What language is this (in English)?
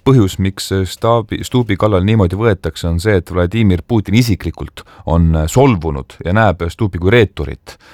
Estonian